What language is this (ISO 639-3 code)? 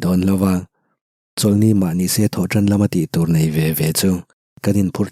lus